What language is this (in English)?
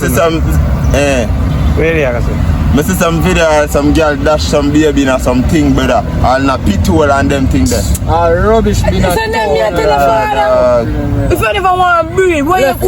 Jamaican Creole English